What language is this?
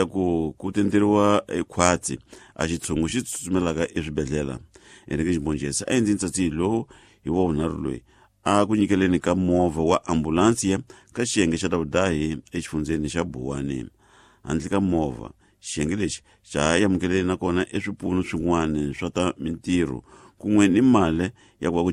Tsonga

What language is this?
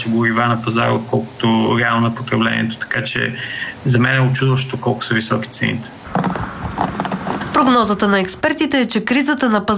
Bulgarian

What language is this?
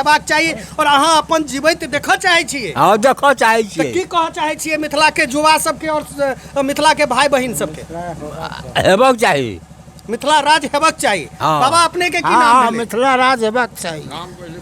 Maithili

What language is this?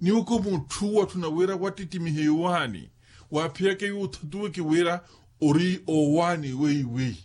Makhuwa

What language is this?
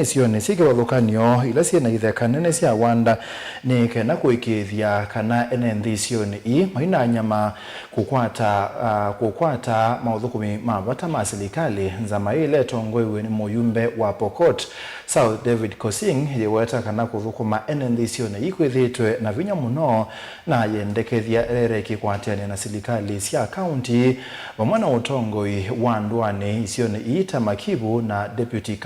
Kamba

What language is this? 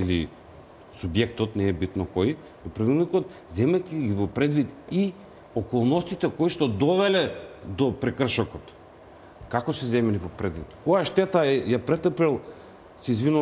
Macedonian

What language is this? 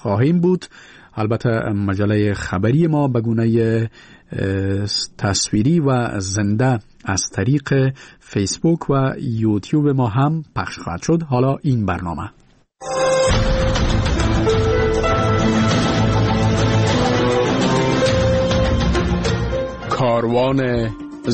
Persian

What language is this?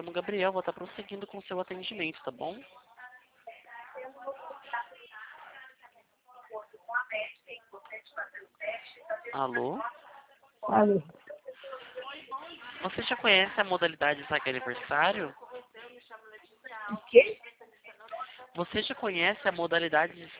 Portuguese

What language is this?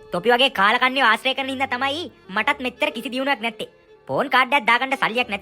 Sinhala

